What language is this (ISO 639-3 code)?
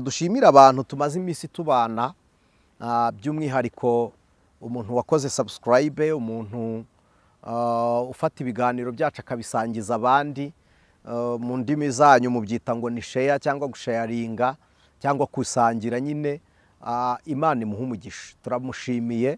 kin